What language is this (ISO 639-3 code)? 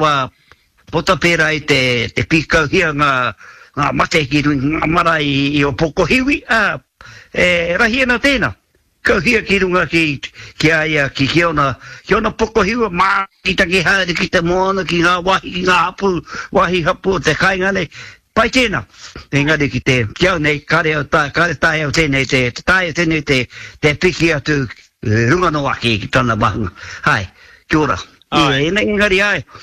mri